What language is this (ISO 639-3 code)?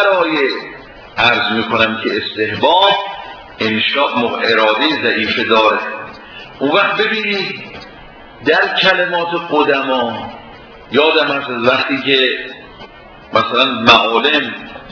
fas